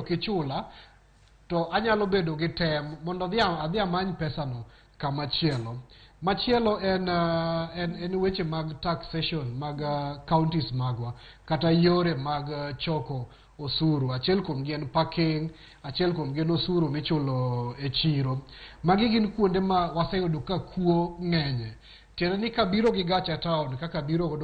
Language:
Luo (Kenya and Tanzania)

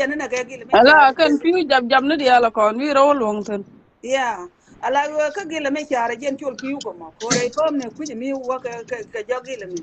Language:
Nuer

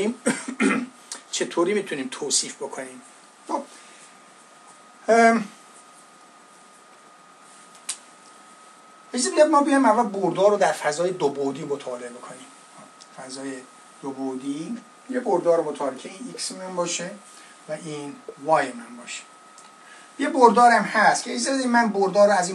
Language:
Persian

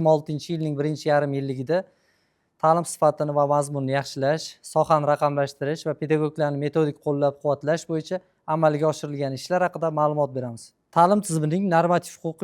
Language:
Uzbek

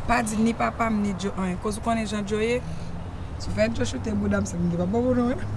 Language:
Haitian Creole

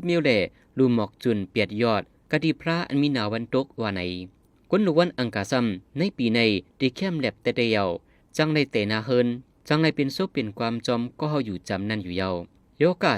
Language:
Lao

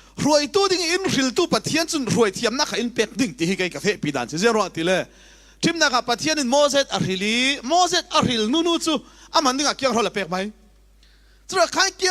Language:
Falam Chin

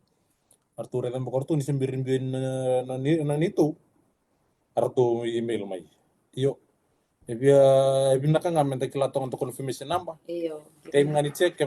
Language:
Fijian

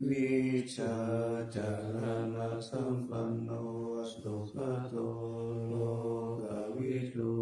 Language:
Pali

